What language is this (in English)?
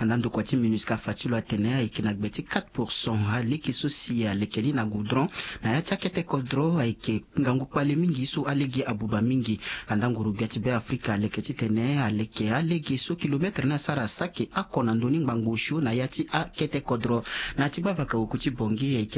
Sango